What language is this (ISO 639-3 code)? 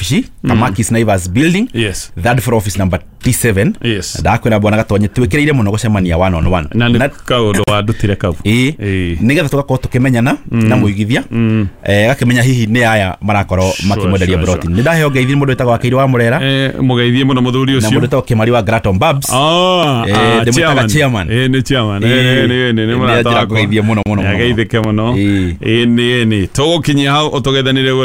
kik